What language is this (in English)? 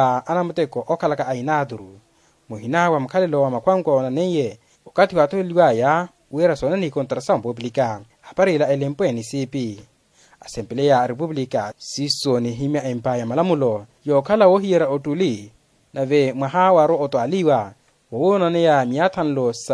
Makhuwa